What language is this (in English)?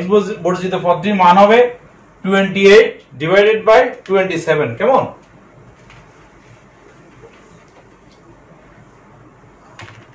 Bangla